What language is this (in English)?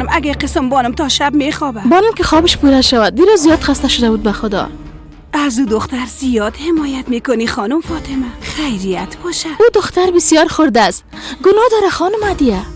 Persian